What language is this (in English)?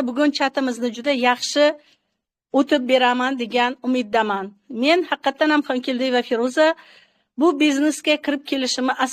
Uzbek